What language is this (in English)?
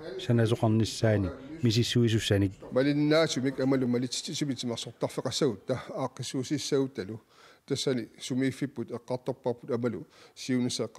Kalaallisut